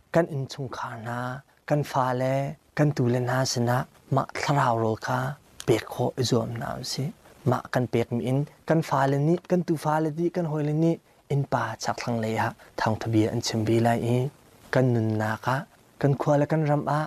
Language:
Hakha Chin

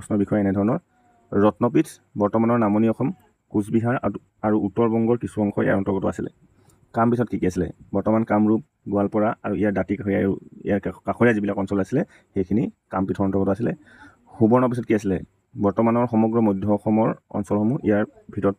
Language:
Assamese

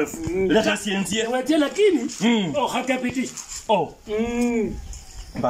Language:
Luyia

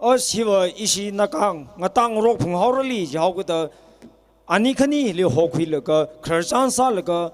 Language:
Tangkhul Naga (India)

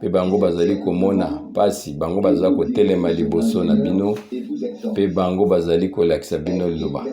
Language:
Lingala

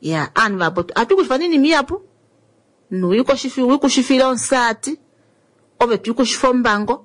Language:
Kuanyama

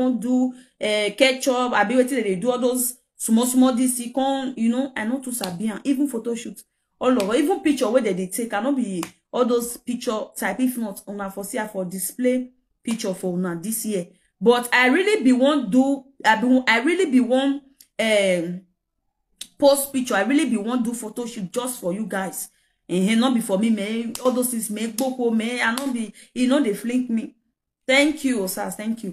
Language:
Nigerian Pidgin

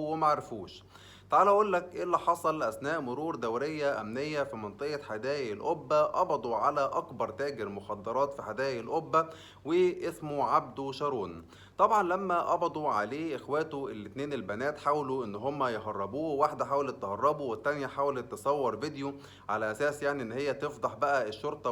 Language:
Egyptian Arabic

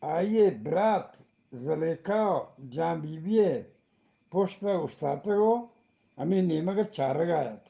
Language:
Eastern Balochi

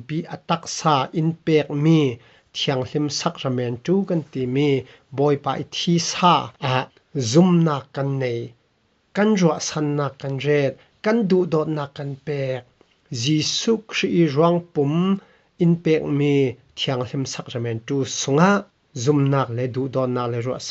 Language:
Falam Chin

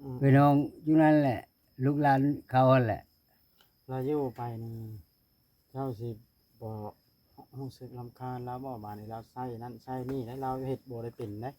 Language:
Northeastern Thai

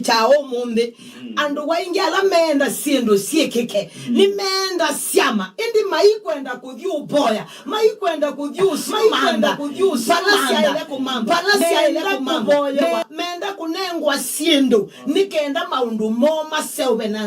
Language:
Kamba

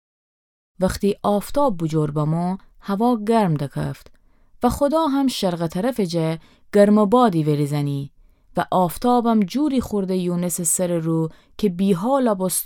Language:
Gilaki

